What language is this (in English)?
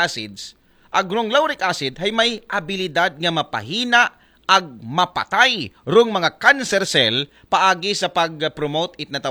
Aklanon